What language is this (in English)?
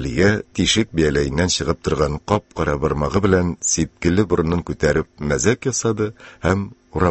Tatar